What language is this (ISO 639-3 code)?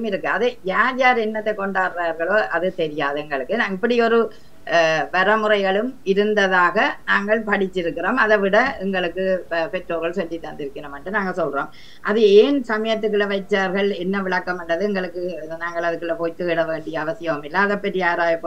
tam